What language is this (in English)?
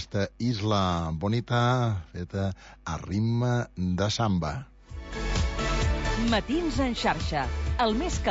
Catalan